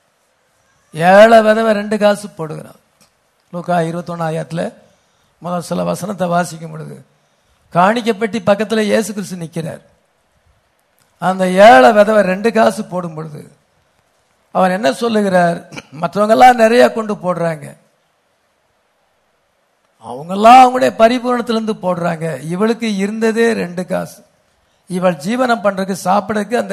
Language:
Tamil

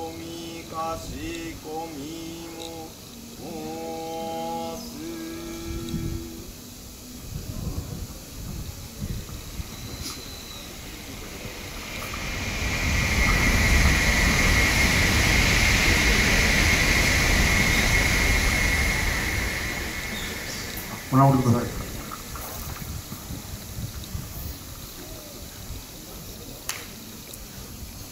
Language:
Japanese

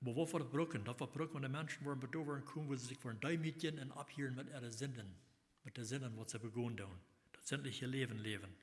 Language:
Plautdietsch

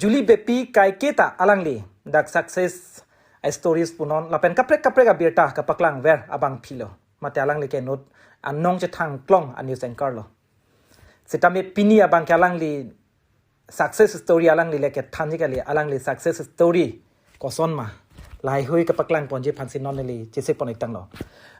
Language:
Karbi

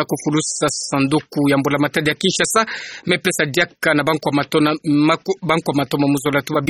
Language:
Kituba (Democratic Republic of Congo)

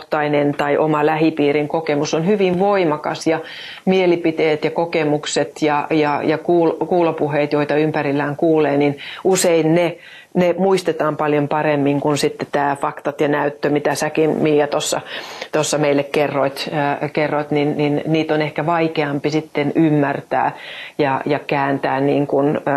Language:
Finnish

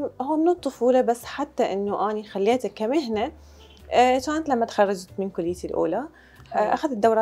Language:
Mesopotamian Arabic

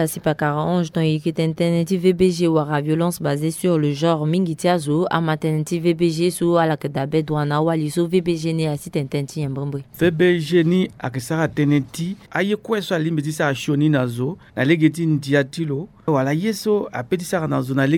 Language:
Sango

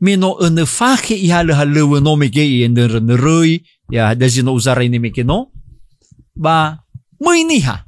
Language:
Nias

